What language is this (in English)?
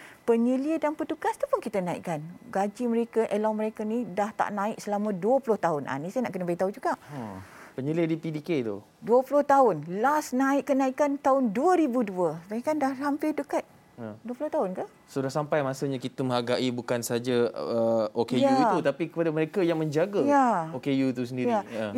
Malay